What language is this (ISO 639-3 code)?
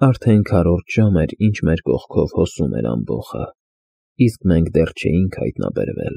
hye